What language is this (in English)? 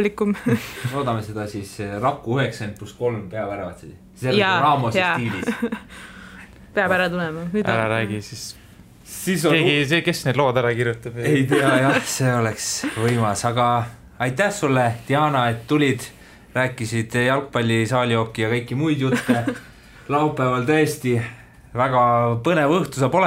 Estonian